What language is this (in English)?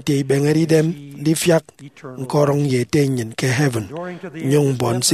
Efik